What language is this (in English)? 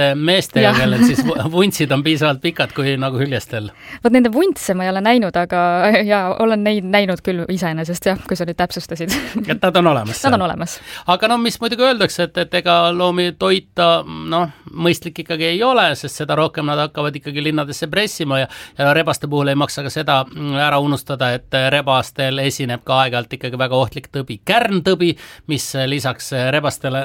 Estonian